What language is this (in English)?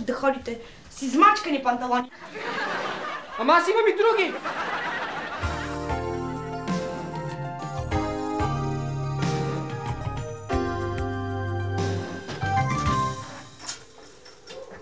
Bulgarian